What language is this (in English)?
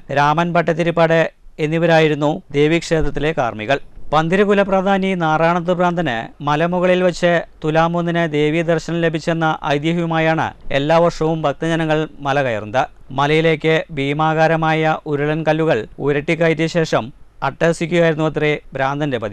Malayalam